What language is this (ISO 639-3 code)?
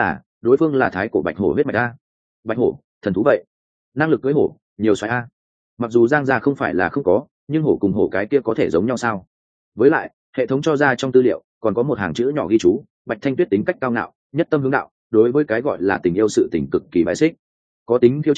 vie